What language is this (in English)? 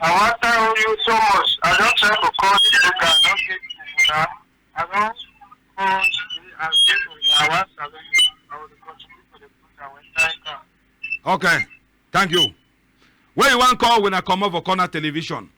Cameroon Pidgin